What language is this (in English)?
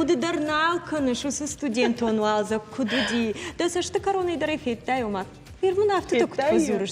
Ossetic